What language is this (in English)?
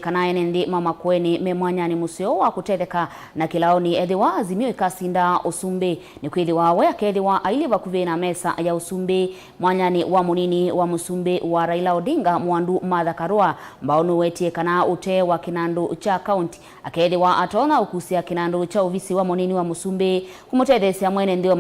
Kamba